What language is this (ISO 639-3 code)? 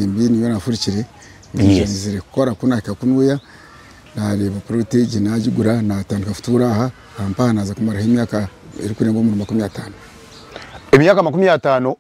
nyn